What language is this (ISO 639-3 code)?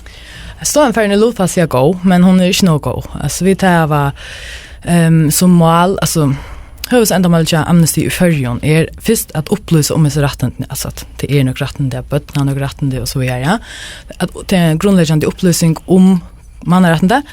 fao